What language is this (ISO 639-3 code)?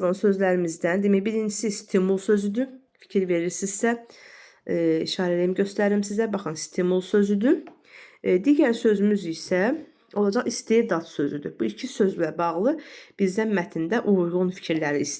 aze